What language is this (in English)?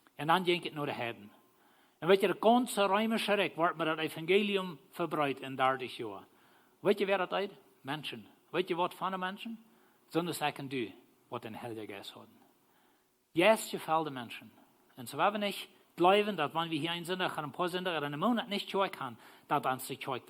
Plautdietsch